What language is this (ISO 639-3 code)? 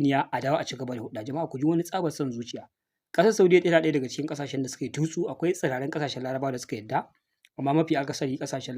hau